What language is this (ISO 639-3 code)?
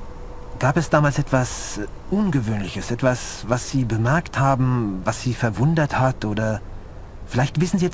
bar